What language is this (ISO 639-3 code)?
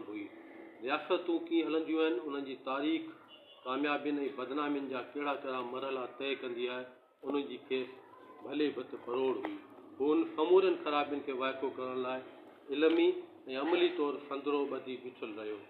snd